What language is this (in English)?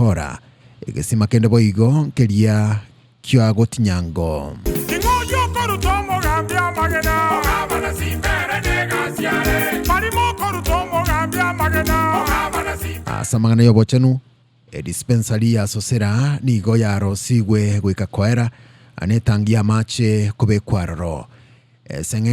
Gusii